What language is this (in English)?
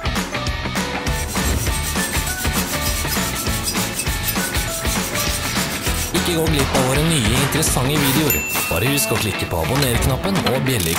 Norwegian